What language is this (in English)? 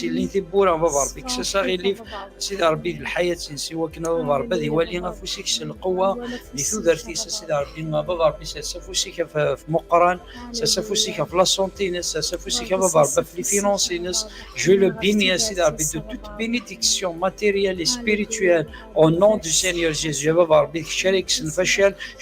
Kabyle